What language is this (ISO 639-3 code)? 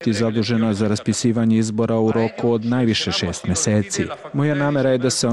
srp